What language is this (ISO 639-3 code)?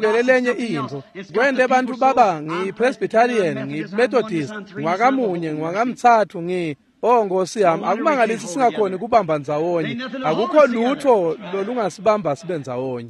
ssw